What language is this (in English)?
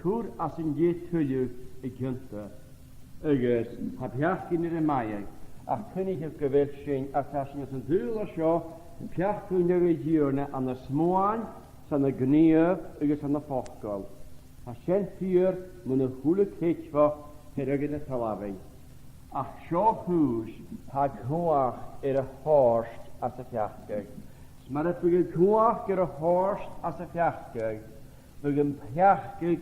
Scottish Gaelic